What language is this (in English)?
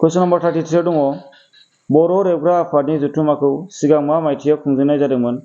Bodo